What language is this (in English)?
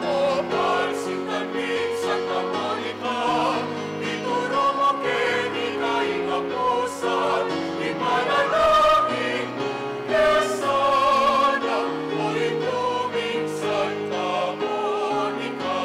Pampanga